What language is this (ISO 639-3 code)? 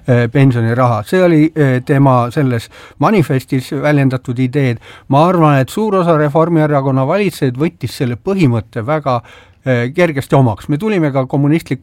est